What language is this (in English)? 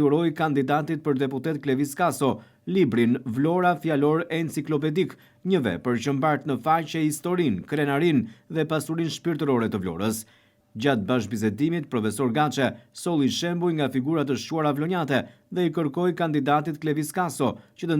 Albanian